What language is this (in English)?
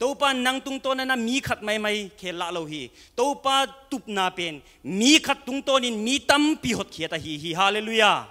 Tedim Chin